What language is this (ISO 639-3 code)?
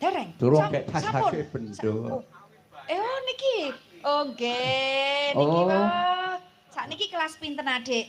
jav